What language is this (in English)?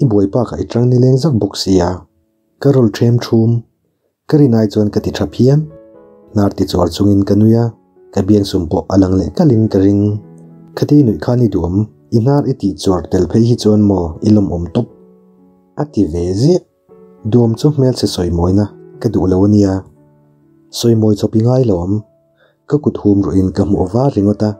Mizo